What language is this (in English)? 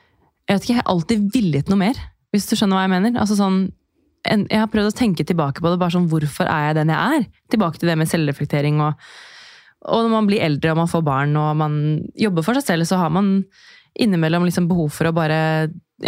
Norwegian